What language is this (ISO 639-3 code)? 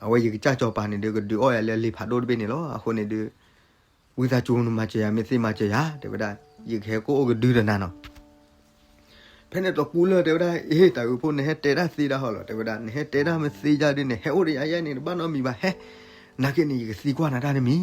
ksw